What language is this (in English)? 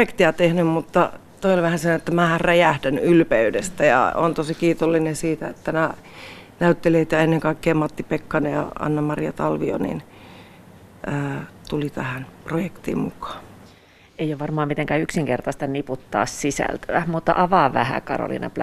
Finnish